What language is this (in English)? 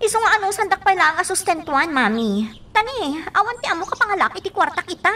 Iloko